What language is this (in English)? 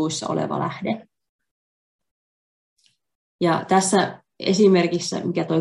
Finnish